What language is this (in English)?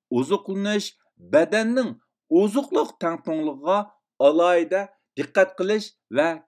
Uyghur